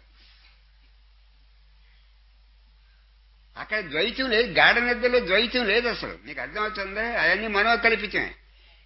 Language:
Telugu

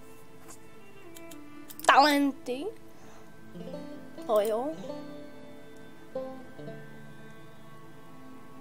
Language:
Czech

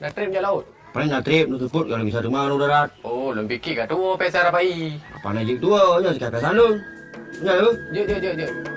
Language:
Achinese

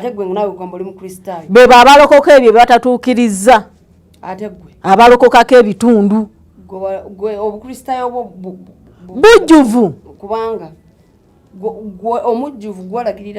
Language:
Ganda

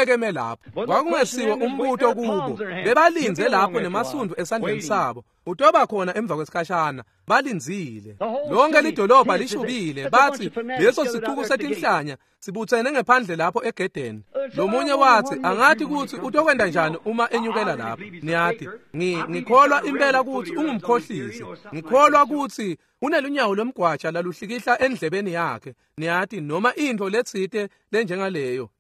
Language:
Swati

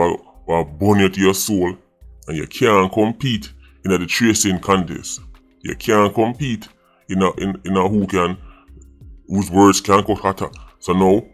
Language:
Jamaican Creole English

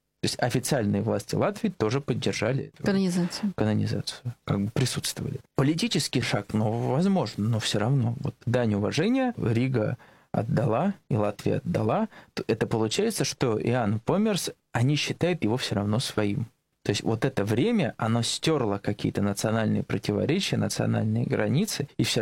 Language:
Russian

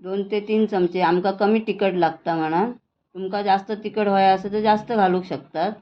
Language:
Konkani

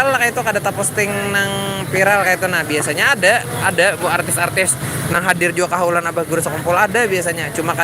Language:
Banjar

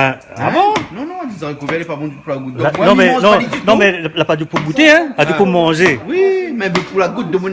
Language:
Réunion Creole French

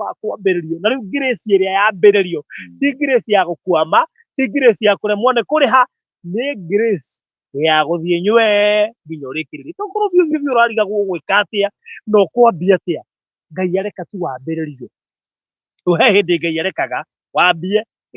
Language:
Kikuyu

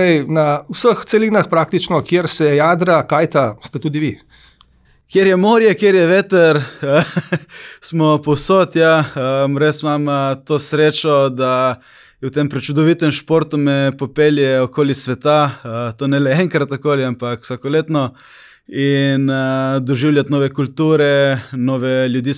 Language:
Slovenian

